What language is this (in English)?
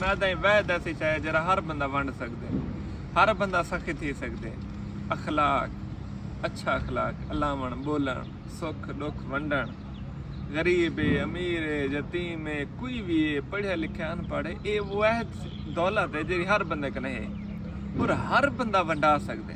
Saraiki